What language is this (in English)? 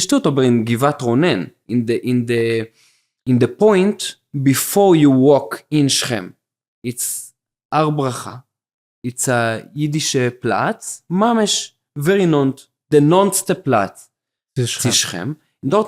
Yiddish